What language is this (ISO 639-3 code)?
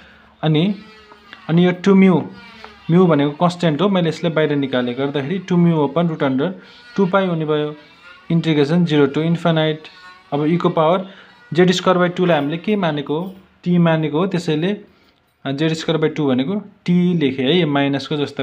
nep